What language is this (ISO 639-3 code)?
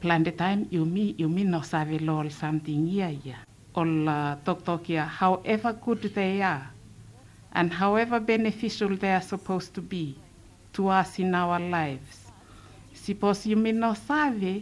bis